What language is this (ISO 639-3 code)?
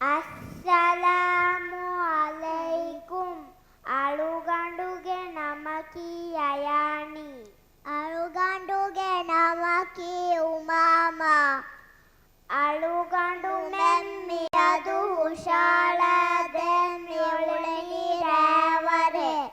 div